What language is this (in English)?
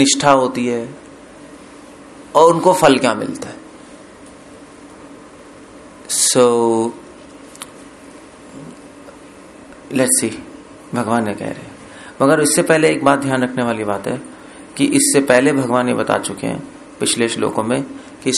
Hindi